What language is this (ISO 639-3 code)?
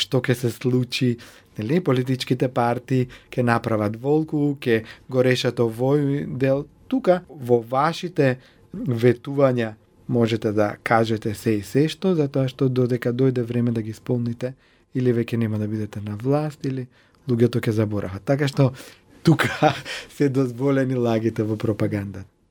mkd